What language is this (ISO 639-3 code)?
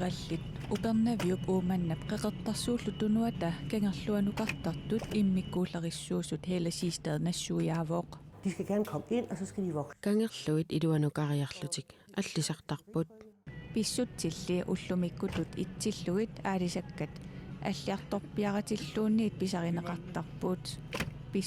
kal